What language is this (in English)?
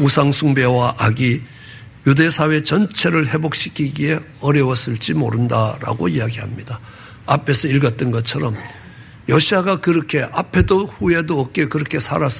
Korean